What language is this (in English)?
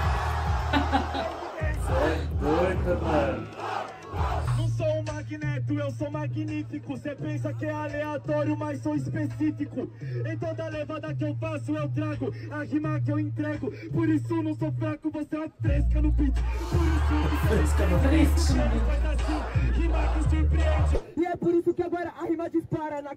Portuguese